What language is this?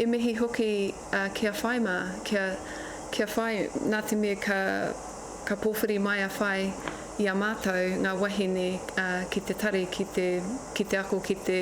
Māori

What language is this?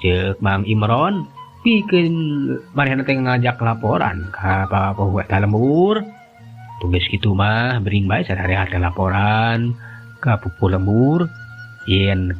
Sundanese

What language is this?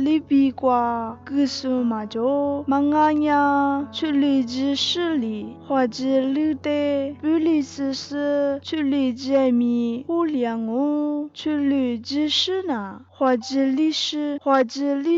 Lisu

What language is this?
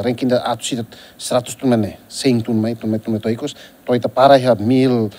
Tetum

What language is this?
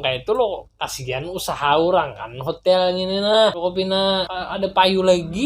Banjar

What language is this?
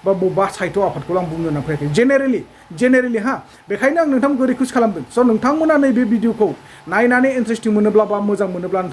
Bodo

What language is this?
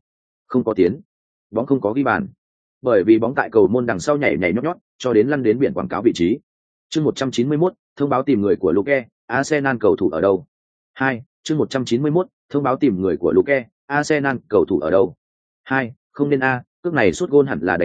Vietnamese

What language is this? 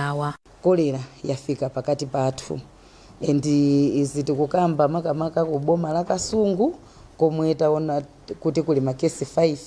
Nyanja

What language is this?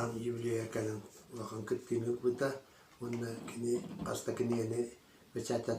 Yakut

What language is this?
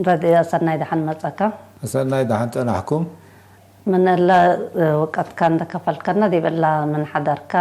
Tigre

